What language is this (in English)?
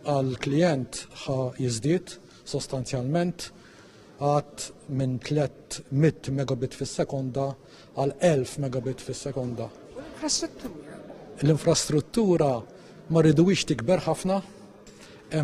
Maltese